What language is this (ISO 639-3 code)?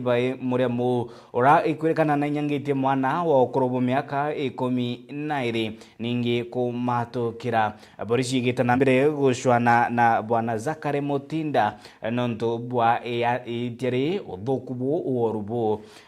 mer